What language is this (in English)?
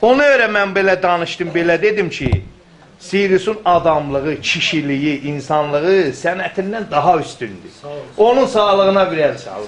South Azerbaijani